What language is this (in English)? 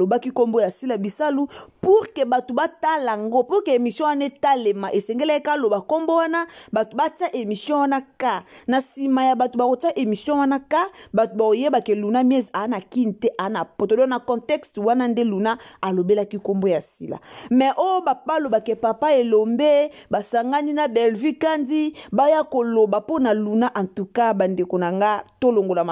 Lingala